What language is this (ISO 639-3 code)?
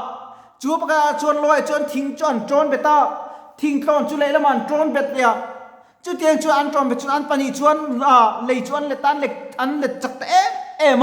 lus